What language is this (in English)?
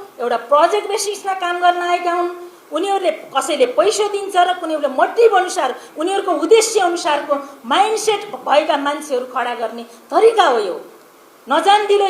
Nepali